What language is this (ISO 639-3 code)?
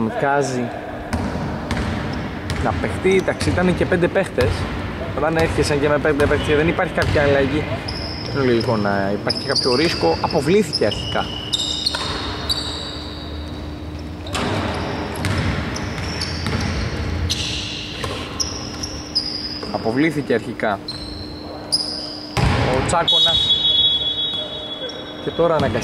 ell